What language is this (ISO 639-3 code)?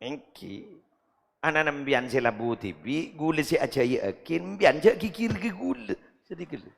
mad